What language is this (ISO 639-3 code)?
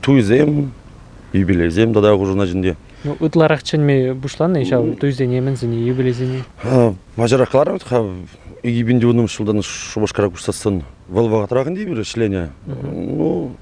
chv